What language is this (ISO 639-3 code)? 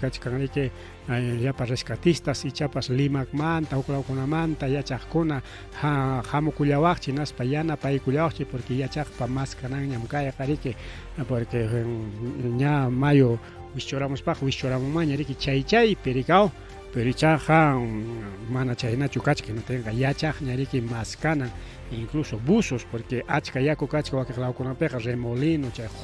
quy